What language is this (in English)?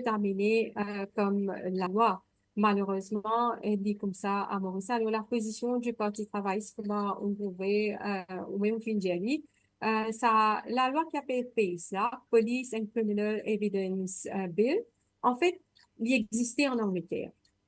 Morisyen